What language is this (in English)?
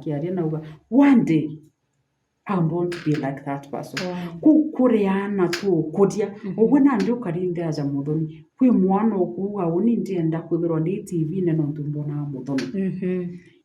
Meru